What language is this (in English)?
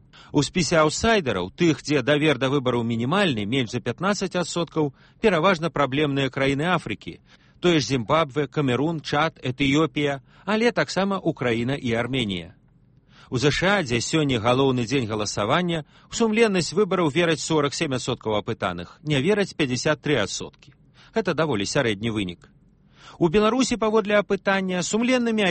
Belarusian